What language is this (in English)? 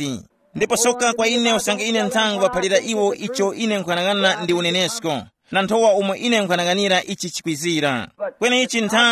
Tumbuka